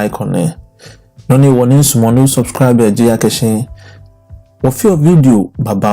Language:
Ga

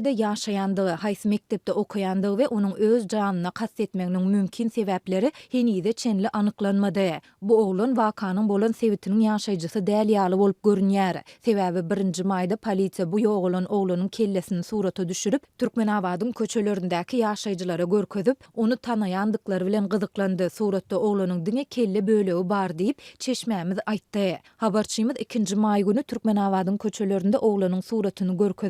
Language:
Turkmen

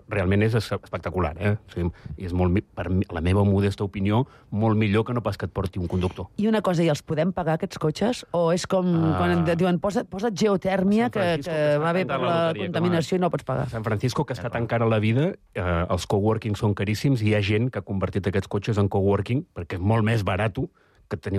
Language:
Catalan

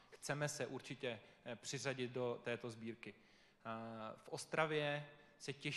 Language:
Czech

